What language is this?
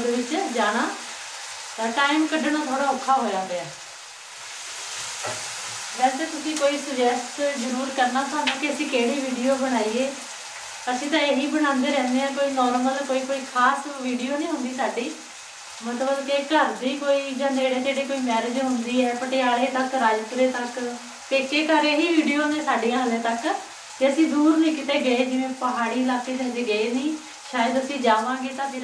Punjabi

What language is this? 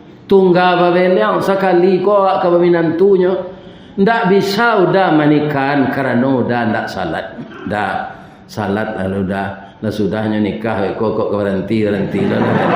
Minangkabau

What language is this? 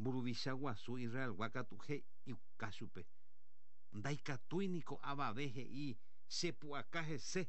Guarani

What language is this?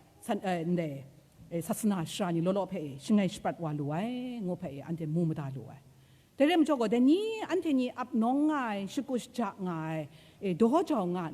Kachin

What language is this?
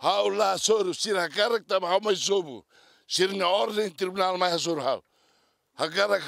Tetum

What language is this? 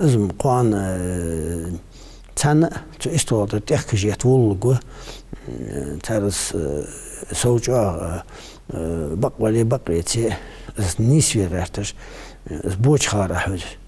Ingush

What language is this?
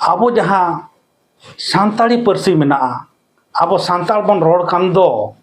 Santali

